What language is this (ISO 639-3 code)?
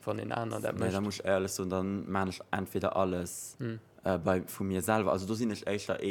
ltz